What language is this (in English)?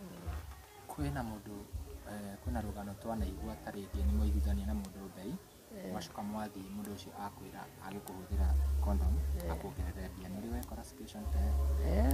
Kikuyu